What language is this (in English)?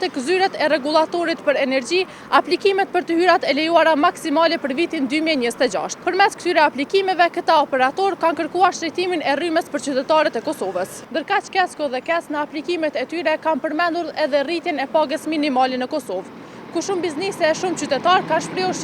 Albanian